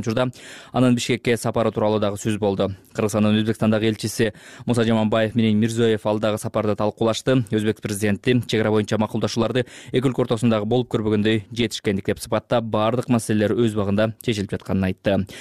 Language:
Kyrgyz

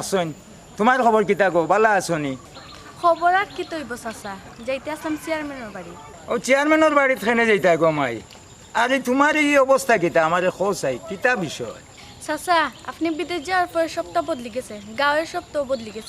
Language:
Sylheti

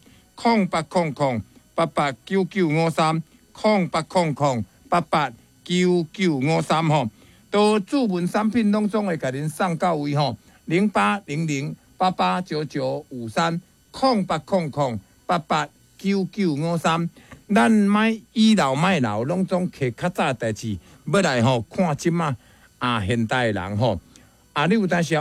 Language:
Min Nan Chinese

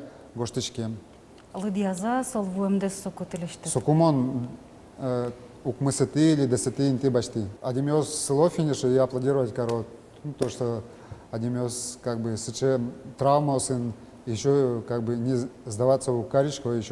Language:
Udmurt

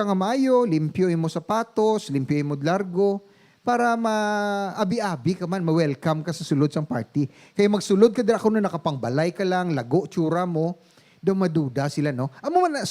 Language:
Hiligaynon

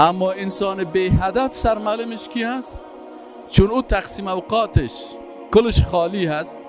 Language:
Persian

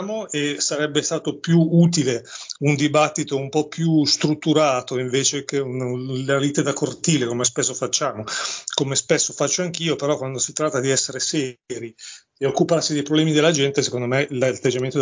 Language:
Italian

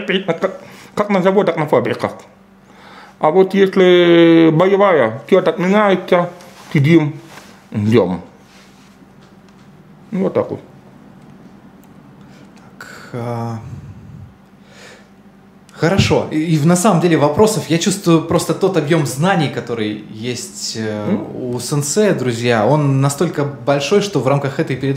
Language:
Russian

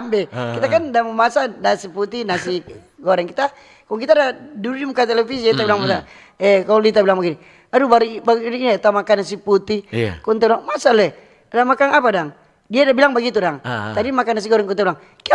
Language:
Manado Malay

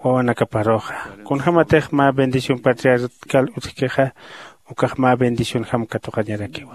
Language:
Aymara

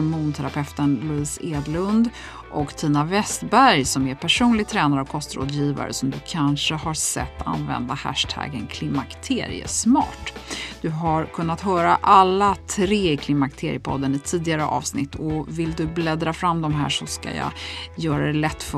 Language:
Swedish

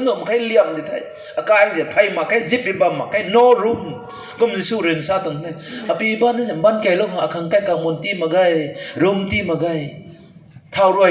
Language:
Rongmei Naga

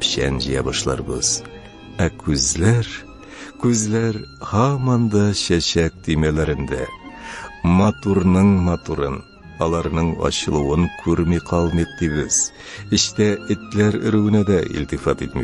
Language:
Tatar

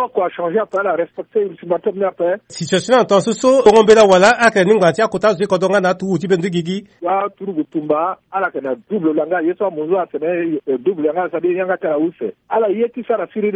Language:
Sango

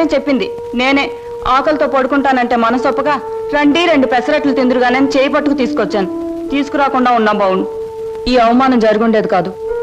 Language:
Telugu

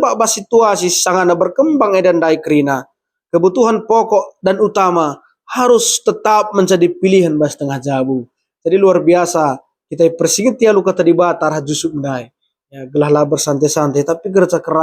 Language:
Batak Karo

